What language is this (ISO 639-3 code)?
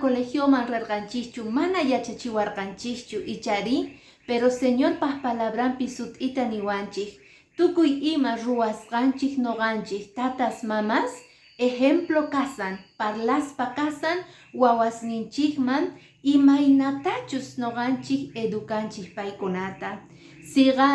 que